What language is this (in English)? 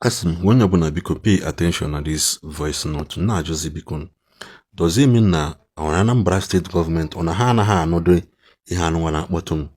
Igbo